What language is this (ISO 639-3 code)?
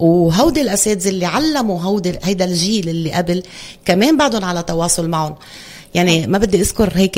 apc